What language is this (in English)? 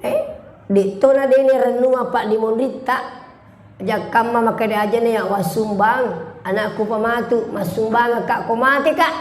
Buginese